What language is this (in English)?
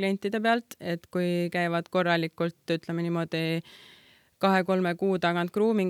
Estonian